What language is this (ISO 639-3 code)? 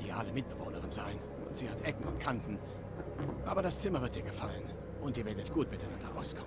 gsw